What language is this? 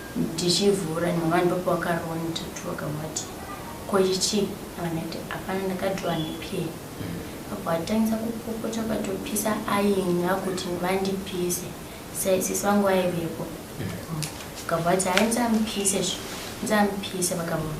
Shona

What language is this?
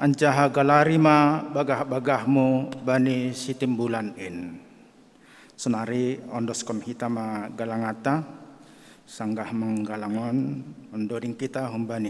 Batak Simalungun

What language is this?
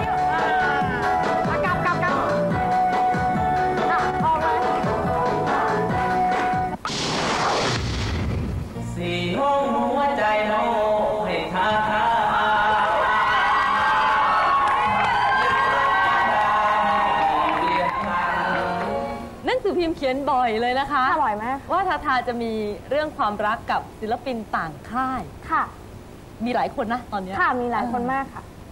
Thai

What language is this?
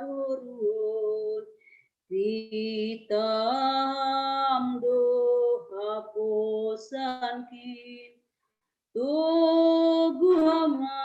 Batak Simalungun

